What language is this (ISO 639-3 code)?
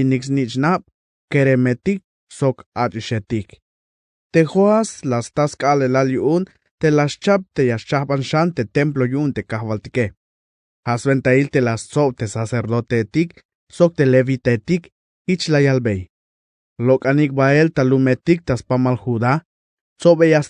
tzh